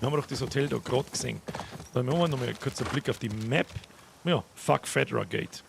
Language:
Bavarian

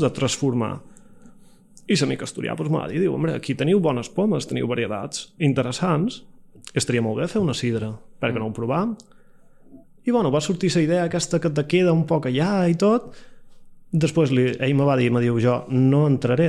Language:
Catalan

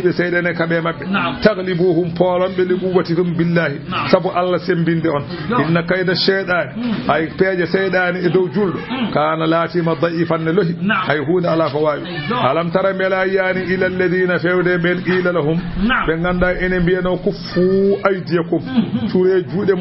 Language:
Fula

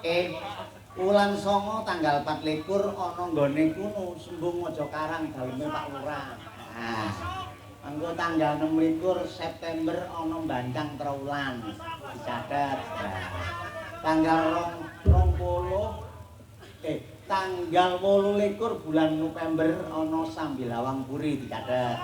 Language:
Javanese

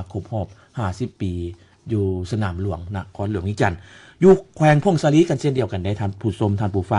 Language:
Lao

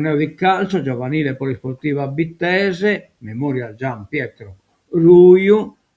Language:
Sardinian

